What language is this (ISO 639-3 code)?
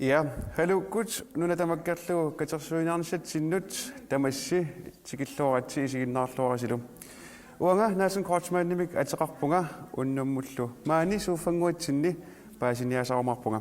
kal